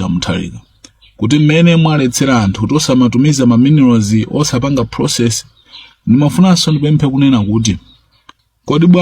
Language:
Nyanja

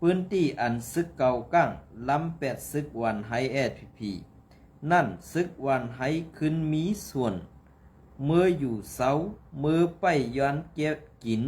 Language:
Shan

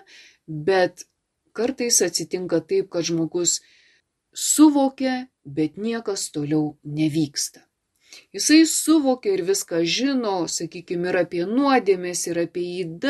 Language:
Lithuanian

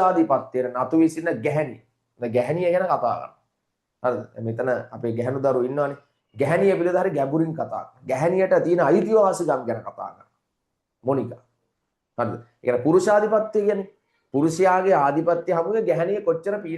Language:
Sinhala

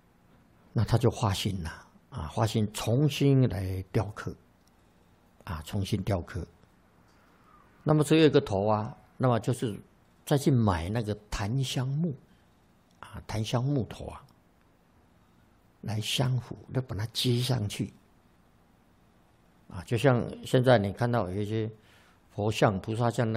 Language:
Chinese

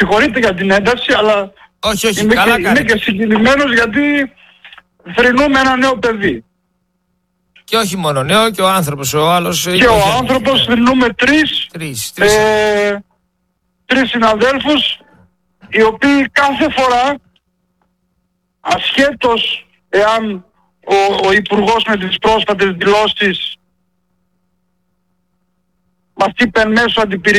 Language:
Greek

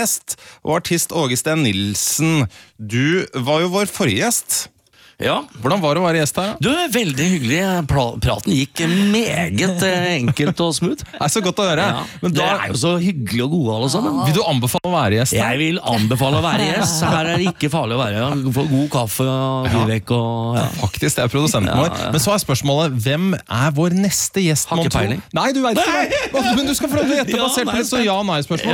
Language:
Norwegian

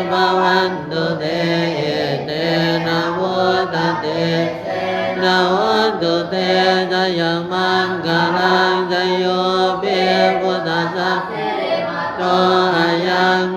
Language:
Pali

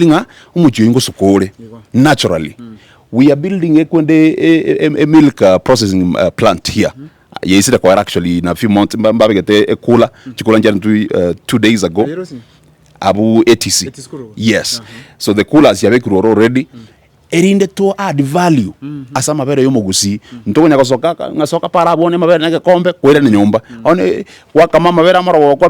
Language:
Gusii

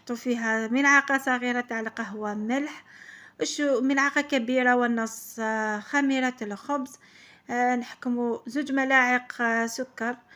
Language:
Algerian Arabic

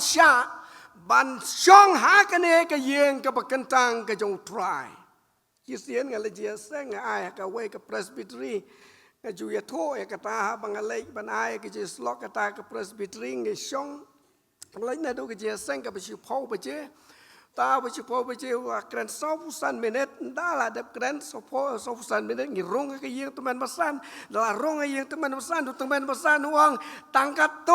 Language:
Khasi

